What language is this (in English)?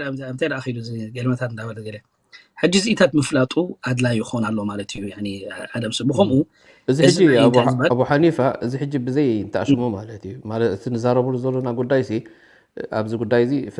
Tigrinya